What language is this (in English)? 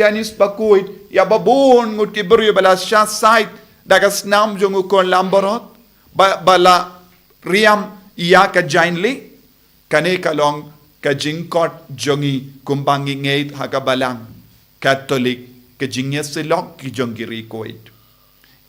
Khasi